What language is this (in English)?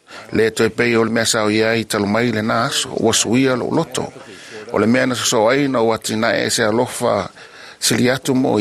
Samoan